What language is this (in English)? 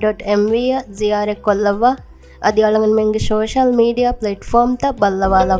Divehi